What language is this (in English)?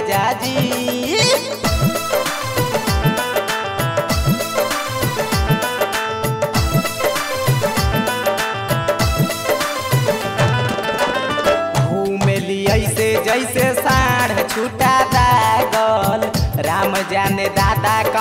Bhojpuri